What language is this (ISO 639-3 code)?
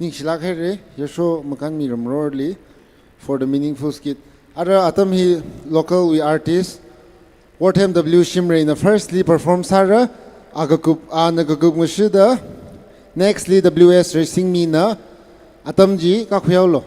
nmf